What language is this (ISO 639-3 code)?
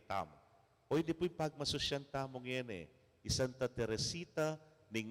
pam